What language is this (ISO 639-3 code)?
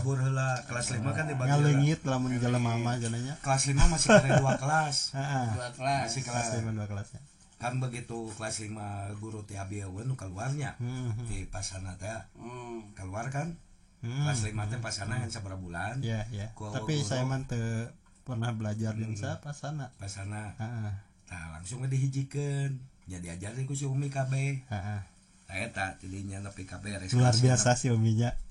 sun